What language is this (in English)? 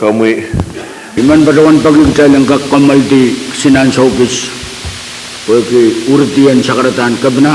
Pohnpeian